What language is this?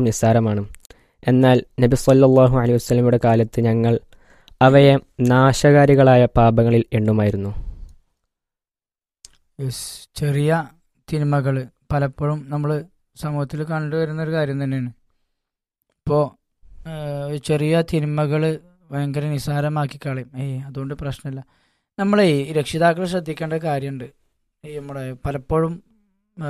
Malayalam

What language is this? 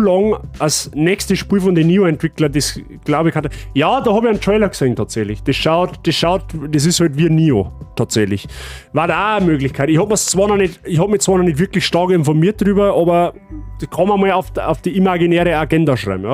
Bavarian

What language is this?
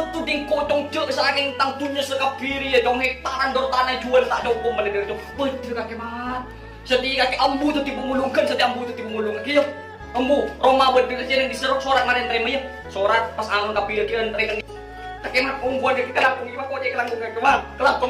Madurese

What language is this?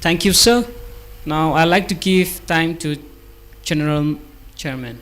Tangkhul Naga (India)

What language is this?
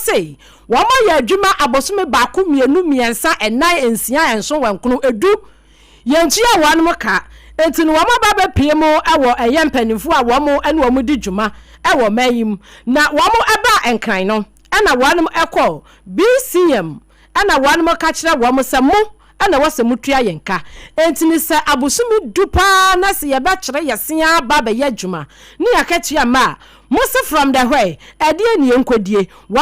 Akan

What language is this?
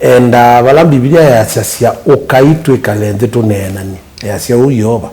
Kamba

